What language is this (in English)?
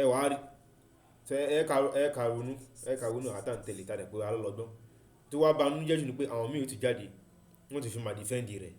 Yoruba